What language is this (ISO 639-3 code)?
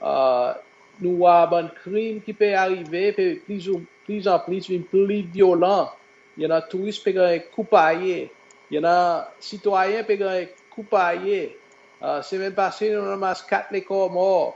crs